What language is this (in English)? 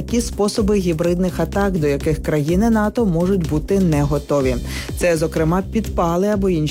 Ukrainian